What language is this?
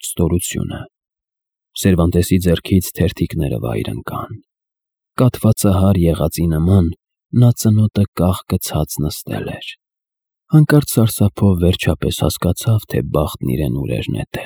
Armenian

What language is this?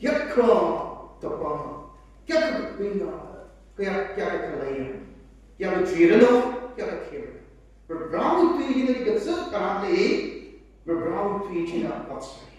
Tangkhul Naga (India)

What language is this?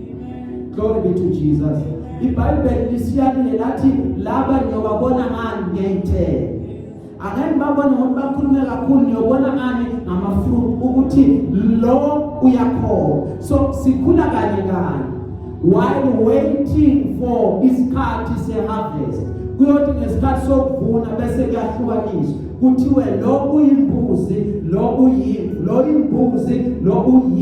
Zulu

